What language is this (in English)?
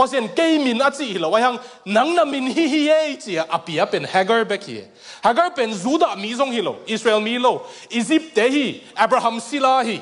Tedim Chin